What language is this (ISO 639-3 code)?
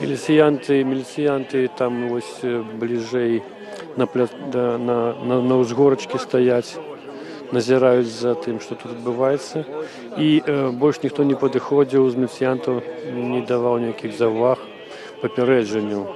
bel